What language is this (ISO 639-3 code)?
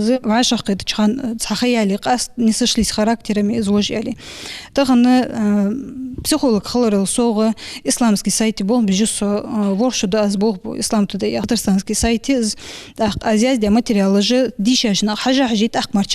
inh